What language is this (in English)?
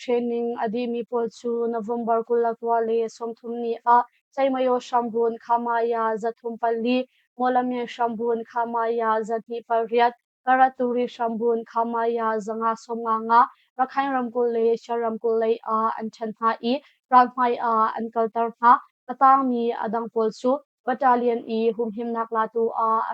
Hakha Chin